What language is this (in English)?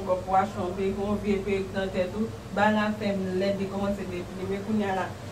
Haitian Creole